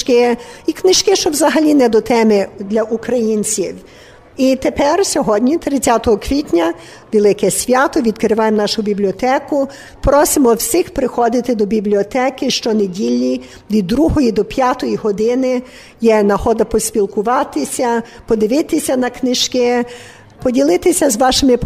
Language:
Ukrainian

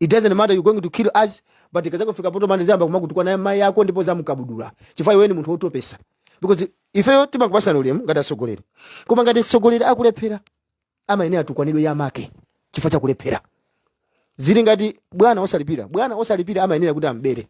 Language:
Nyanja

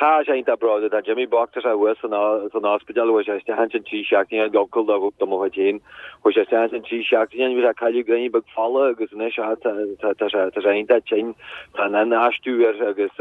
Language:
Irish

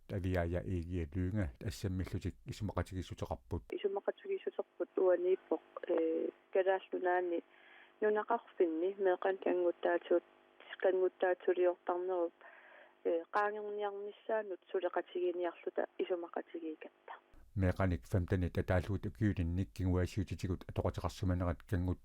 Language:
Kalaallisut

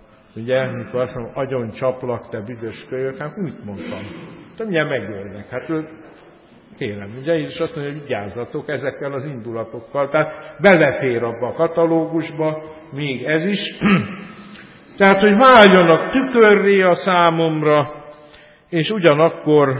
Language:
Hungarian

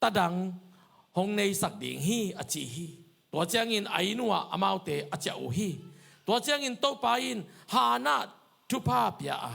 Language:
Tedim Chin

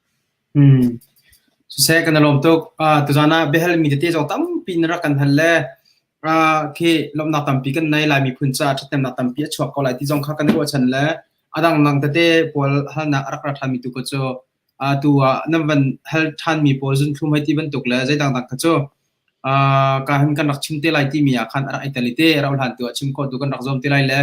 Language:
Hakha Chin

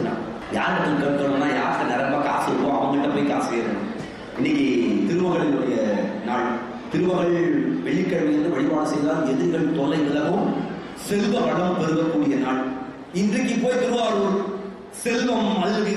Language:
Tamil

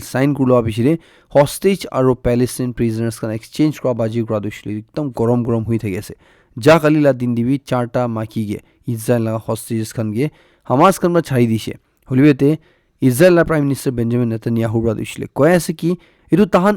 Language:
Naga Pidgin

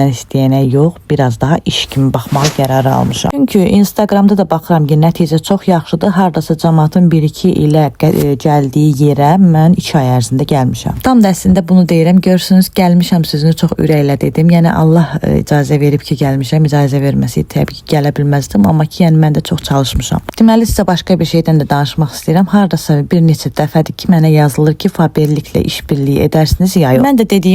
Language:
Azerbaijani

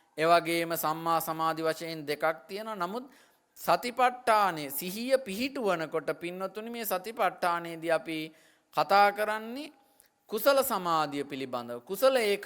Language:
Sinhala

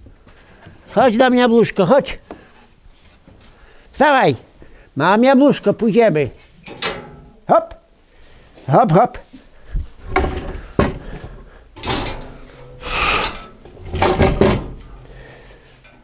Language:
Polish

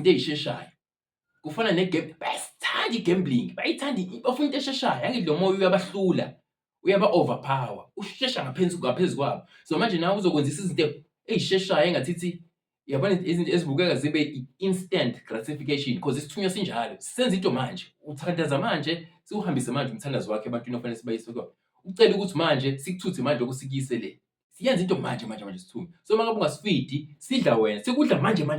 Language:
Zulu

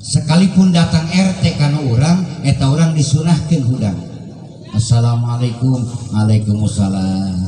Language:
Sundanese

